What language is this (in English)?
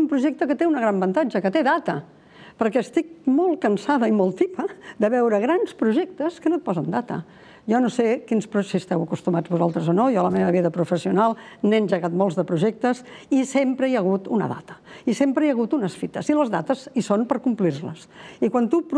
Catalan